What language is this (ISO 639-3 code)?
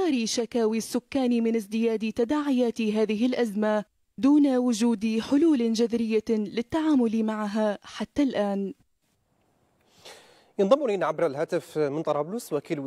ara